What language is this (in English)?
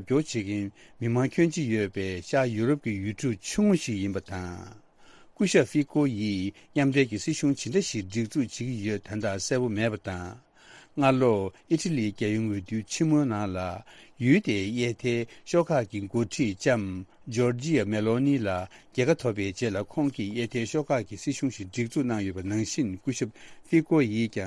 Tibetan